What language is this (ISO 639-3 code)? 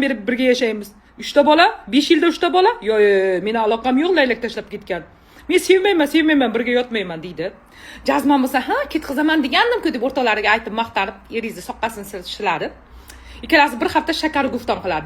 uzb